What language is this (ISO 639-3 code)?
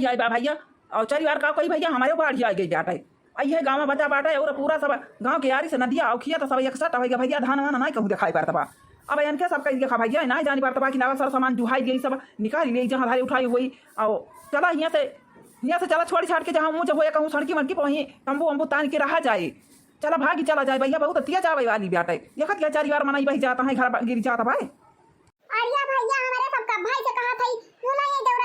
awa